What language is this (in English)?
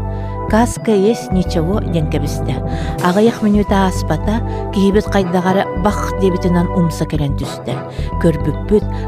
Yakut